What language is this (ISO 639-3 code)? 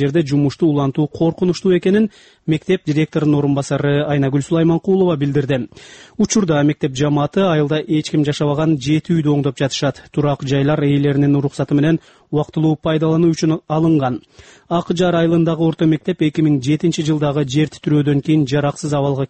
kir